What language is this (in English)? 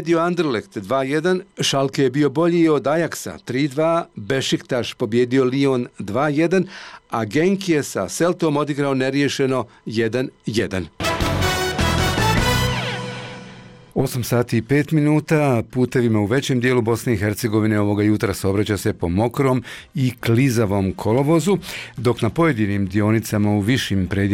Bosnian